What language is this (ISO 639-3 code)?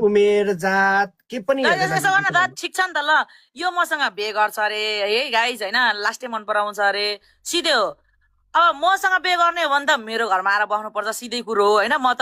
nep